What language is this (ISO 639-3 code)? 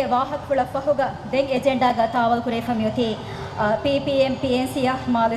div